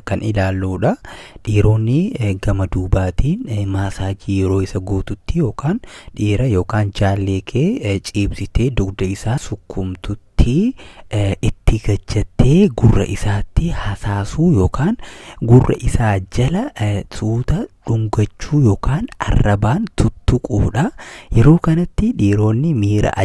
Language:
Oromo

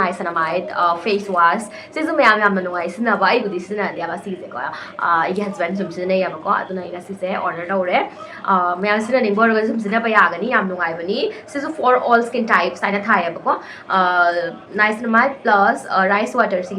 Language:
Manipuri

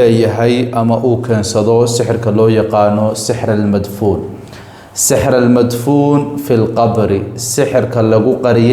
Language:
Somali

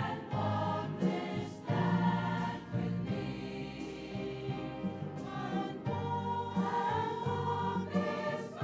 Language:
Kalaallisut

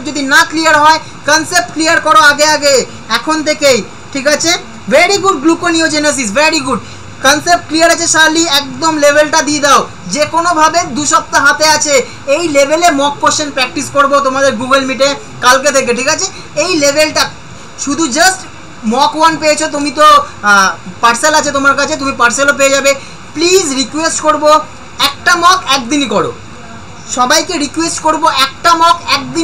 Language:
Bangla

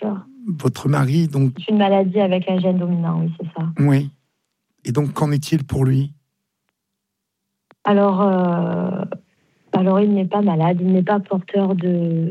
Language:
French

